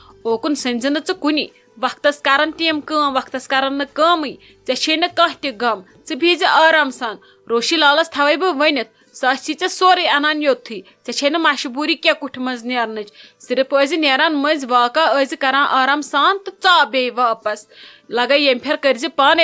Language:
Kashmiri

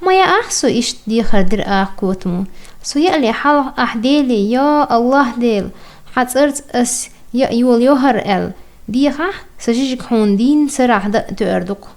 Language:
Chechen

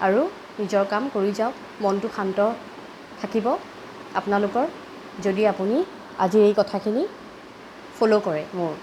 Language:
Assamese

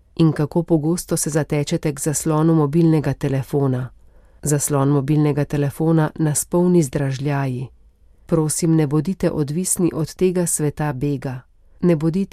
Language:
Slovenian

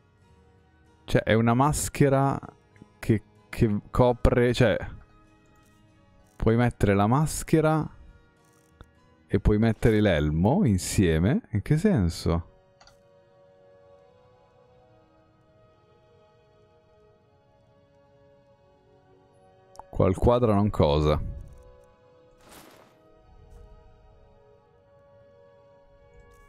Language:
Italian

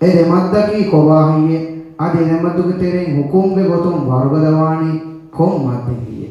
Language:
Divehi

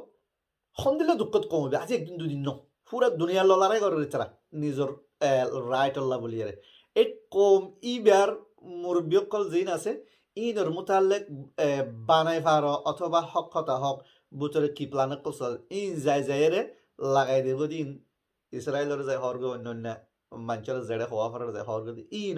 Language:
Rohingya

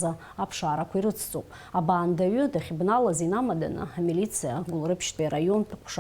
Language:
Abkhazian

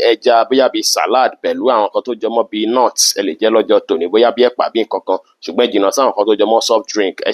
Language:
Yoruba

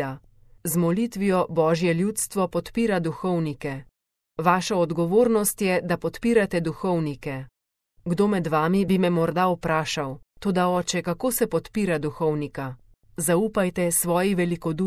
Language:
Slovenian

